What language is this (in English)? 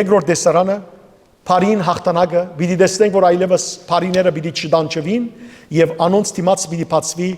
Western Armenian